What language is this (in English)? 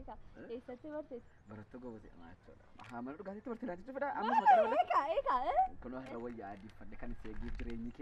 Oromo